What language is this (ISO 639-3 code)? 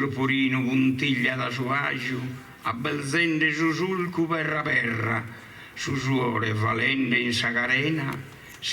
srd